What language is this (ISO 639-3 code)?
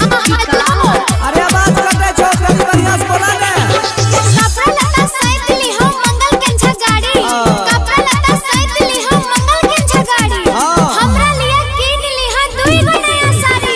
mai